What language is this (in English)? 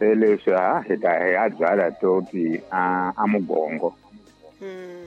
Tsonga